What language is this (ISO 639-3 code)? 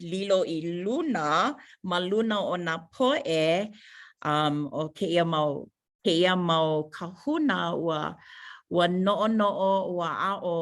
haw